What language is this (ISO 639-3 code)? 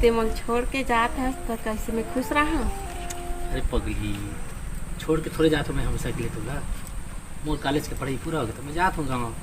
hne